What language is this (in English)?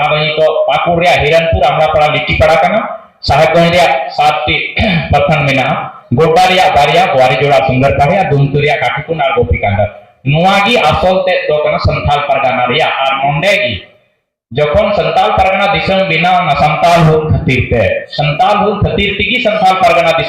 Santali